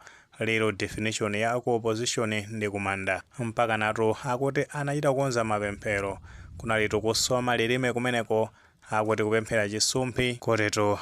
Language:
Nyanja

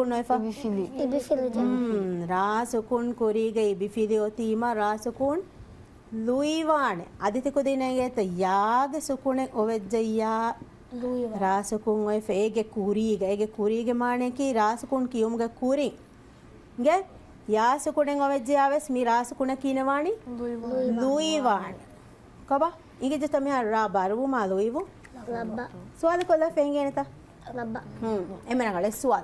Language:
Divehi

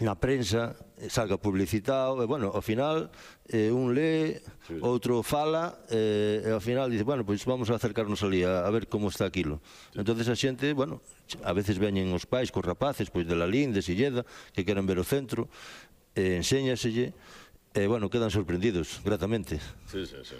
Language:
Galician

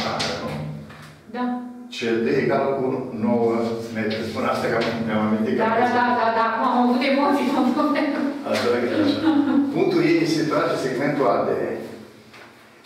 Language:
Romanian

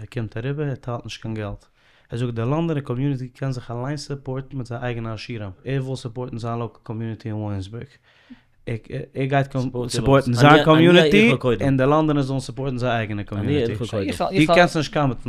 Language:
Yiddish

